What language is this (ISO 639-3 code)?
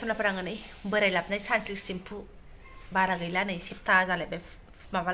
brx